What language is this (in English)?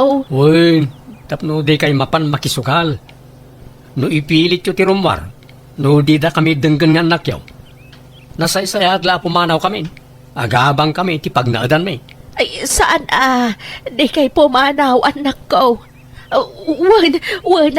Iloko